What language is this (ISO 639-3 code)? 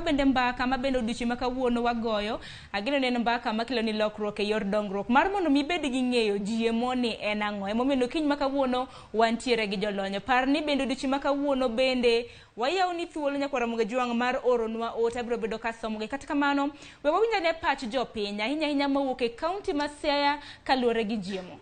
luo